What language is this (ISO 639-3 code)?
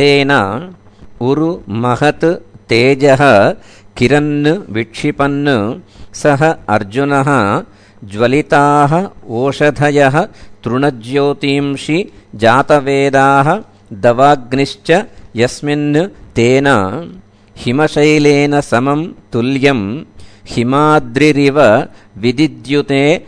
san